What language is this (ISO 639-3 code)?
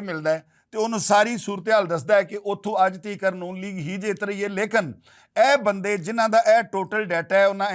lah